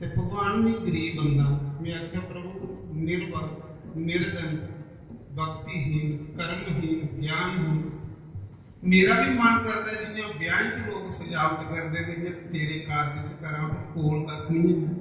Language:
Dogri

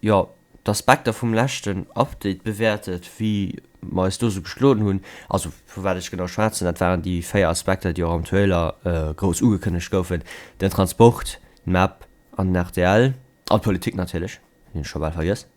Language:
Luxembourgish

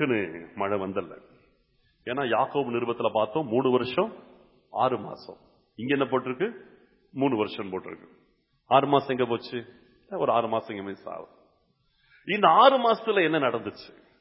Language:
Tamil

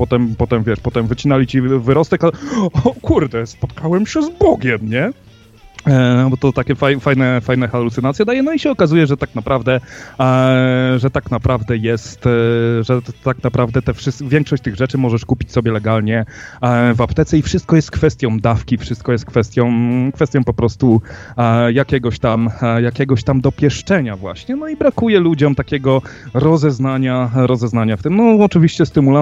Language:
Polish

